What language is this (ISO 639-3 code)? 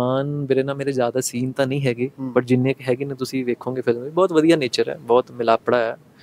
pan